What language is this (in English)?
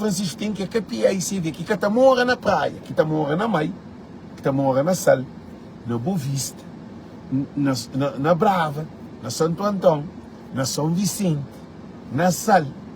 Kabuverdianu